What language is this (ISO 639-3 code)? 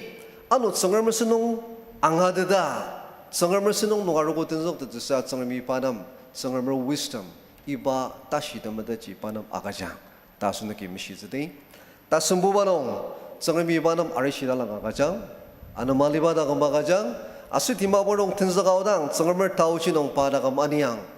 njo